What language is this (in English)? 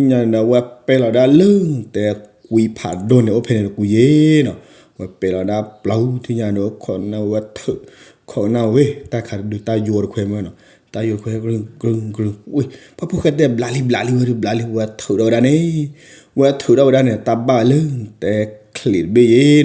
S'gaw Karen